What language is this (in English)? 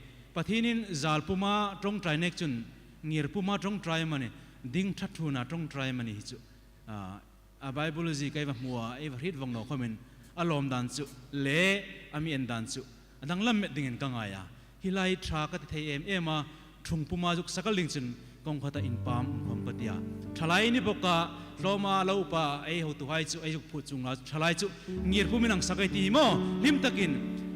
Hmar